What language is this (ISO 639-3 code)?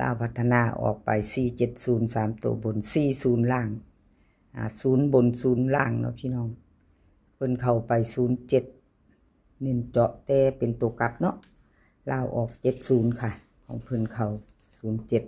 tts